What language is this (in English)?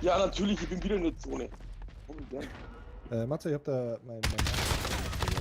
Bavarian